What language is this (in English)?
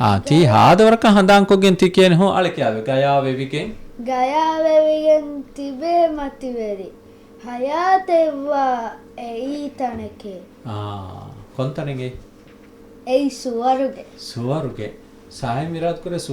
Divehi